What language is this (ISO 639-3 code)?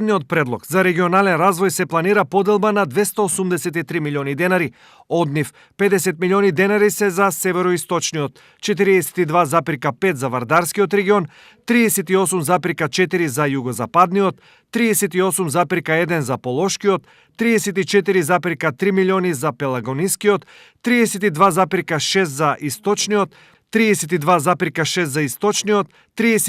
mkd